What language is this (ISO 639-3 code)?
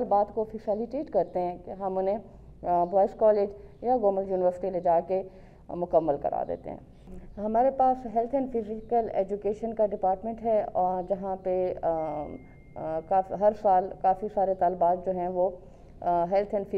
urd